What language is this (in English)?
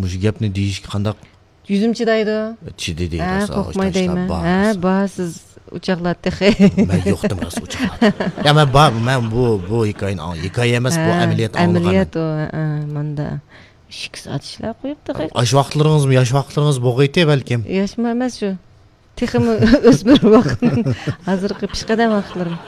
Uyghur